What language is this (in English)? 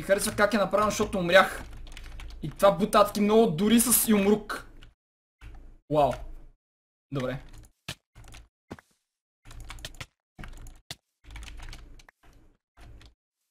Bulgarian